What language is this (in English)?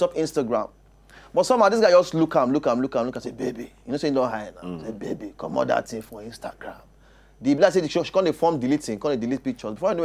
Nigerian Pidgin